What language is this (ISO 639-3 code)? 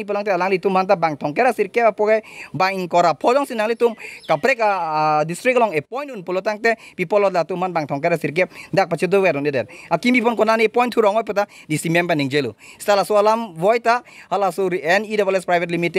mjw